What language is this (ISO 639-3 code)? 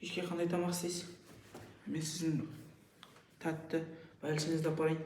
kaz